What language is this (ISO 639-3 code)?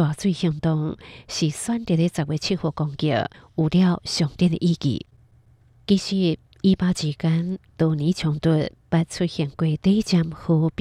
hak